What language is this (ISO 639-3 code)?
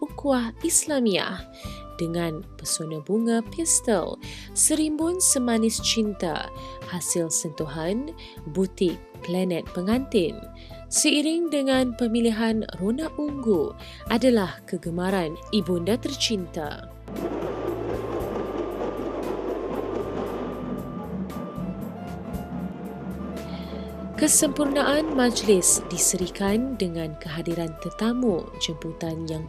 msa